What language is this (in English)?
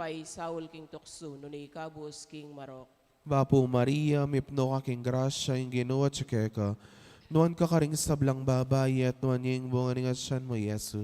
Pampanga